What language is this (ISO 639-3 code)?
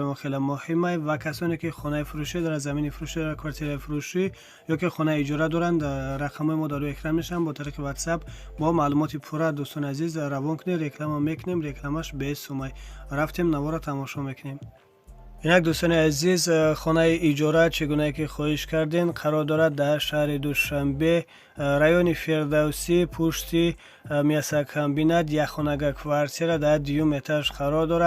tgk